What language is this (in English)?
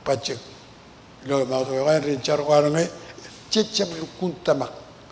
Marshallese